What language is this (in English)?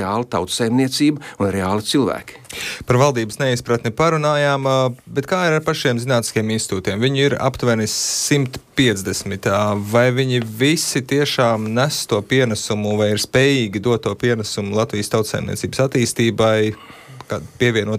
Latvian